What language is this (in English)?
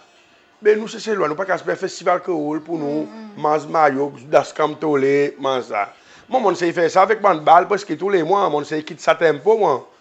Seselwa Creole French